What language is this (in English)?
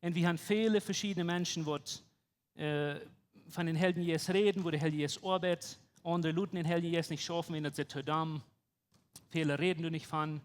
Plautdietsch